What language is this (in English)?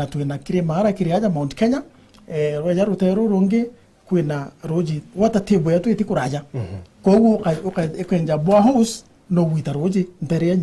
Meru